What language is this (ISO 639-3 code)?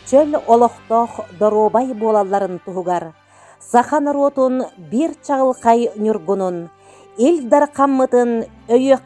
sah